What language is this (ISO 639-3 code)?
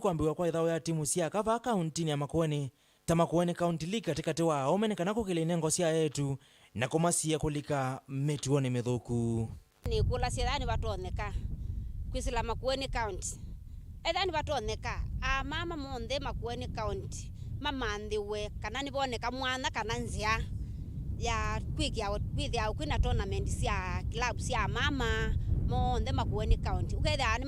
kam